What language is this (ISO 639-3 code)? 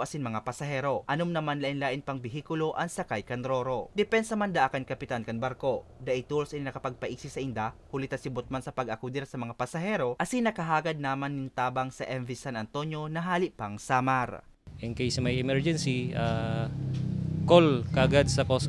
bik